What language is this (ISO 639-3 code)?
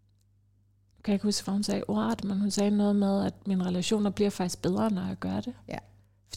dan